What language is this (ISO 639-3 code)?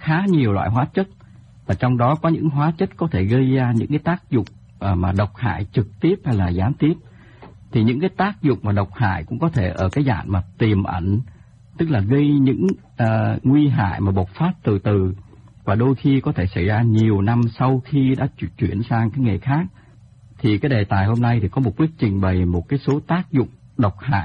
vie